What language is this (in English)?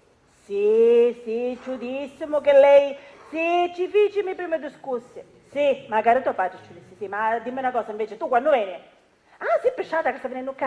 Sicilian